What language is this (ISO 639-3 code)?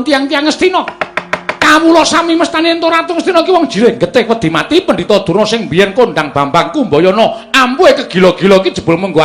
jav